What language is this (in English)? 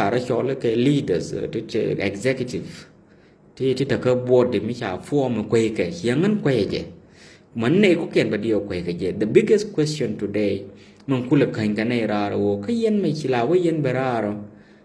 Nuer